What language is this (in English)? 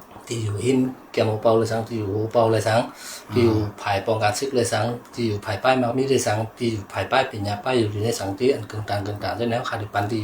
Shan